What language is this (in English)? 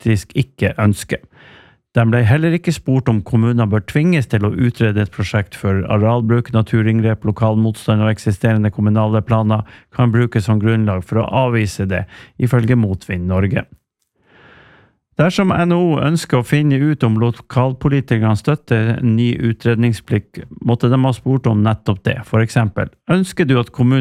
Norwegian